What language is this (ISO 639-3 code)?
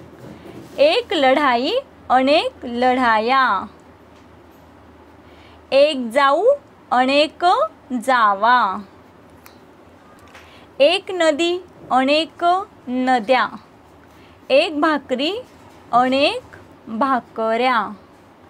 mar